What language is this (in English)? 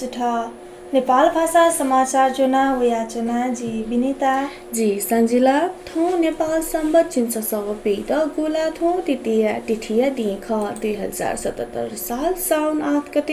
Newari